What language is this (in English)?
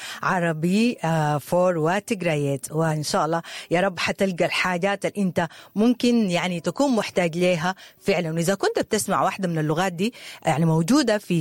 Sudanese Arabic